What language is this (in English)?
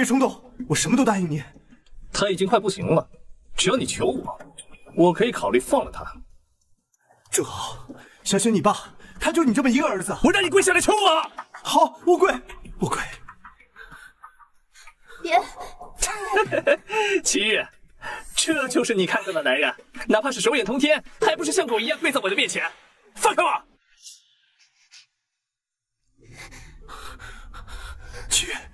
Chinese